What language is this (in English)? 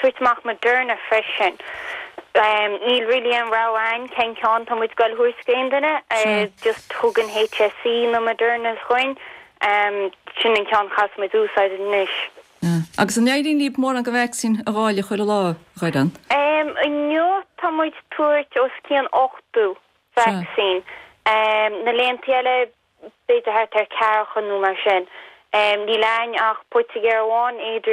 Irish